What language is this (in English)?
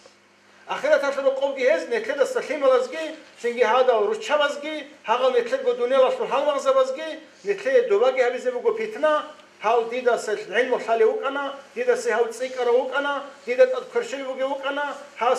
Avaric